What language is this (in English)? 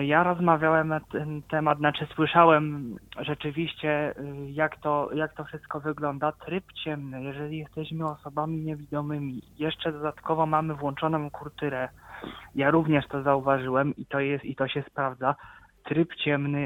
Polish